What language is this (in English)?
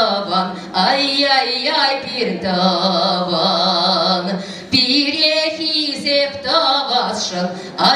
Chuvash